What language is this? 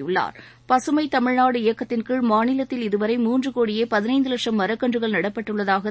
Tamil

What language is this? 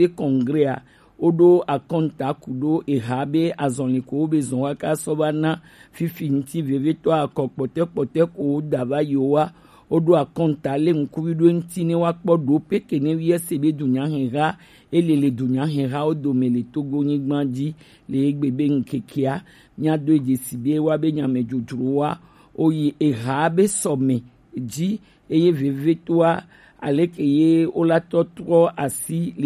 Gen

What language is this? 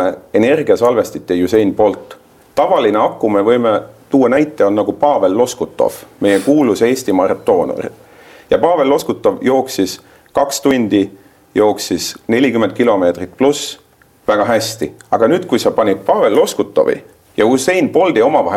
Estonian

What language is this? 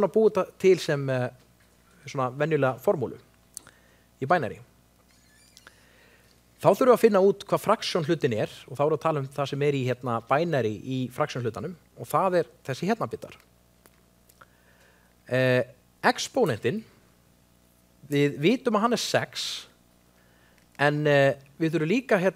Icelandic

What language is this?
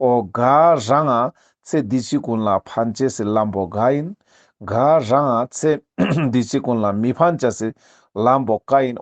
Ladakhi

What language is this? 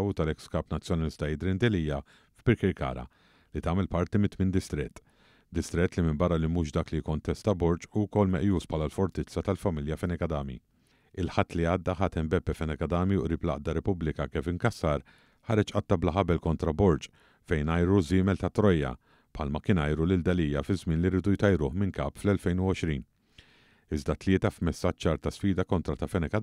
Maltese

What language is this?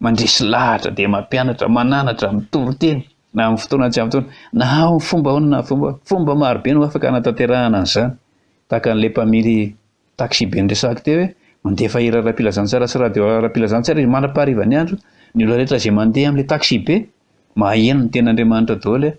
Malagasy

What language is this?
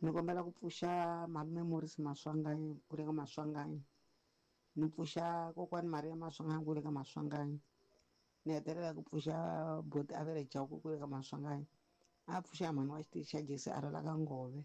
Tsonga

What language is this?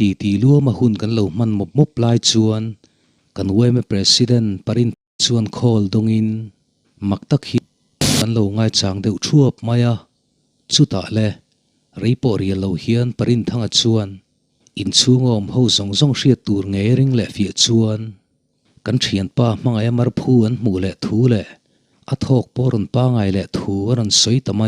Mizo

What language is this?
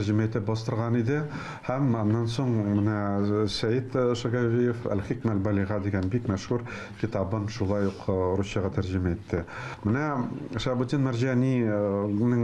Tatar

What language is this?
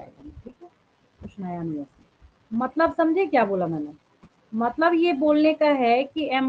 Hindi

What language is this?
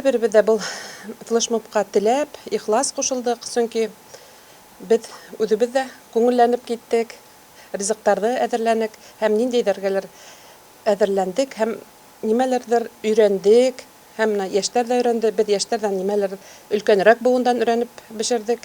Bashkir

